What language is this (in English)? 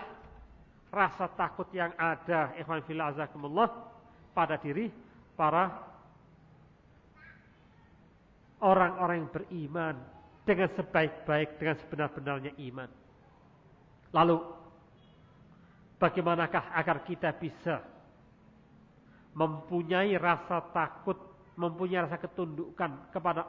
Indonesian